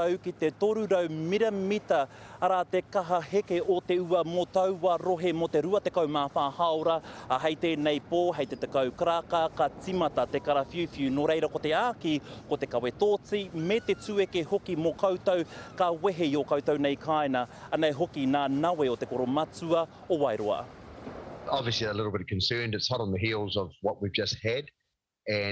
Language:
Māori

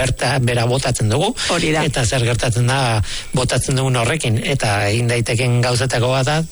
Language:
Basque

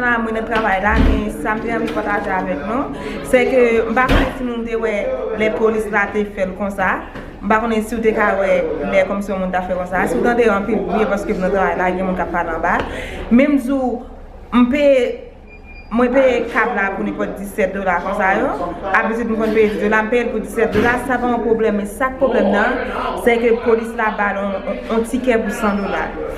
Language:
Haitian Creole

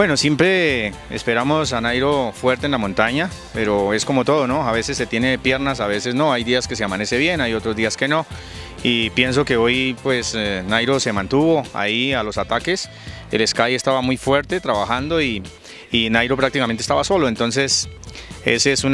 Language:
Spanish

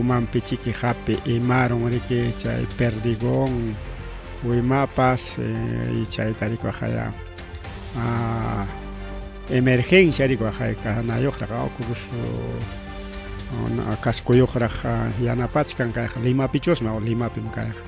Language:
Ayacucho Quechua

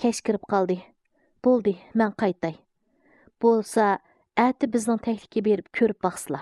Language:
Uyghur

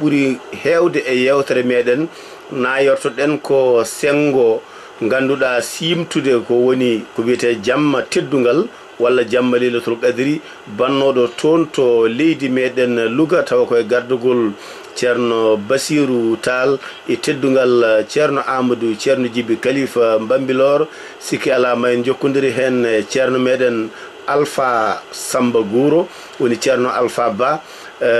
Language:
Fula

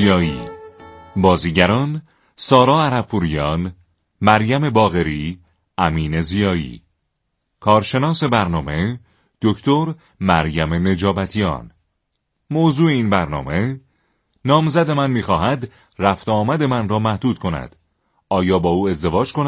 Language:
Persian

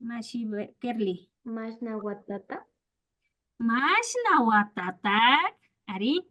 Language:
Imbabura Highland Quichua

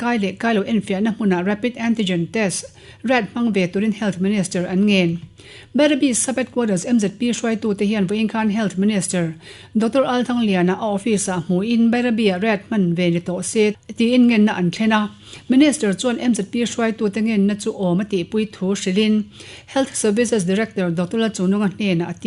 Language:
Mizo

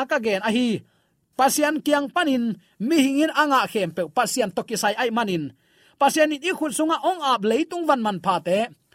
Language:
Tedim Chin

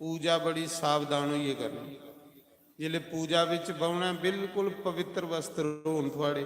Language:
Dogri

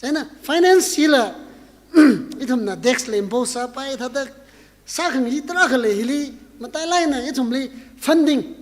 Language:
Tangkhul Naga (India)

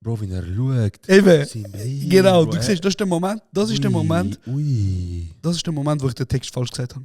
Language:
Swiss German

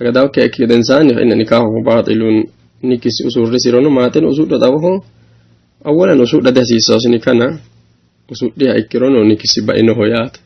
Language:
Sidamo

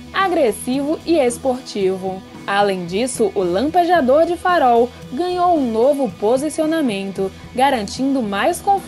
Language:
Portuguese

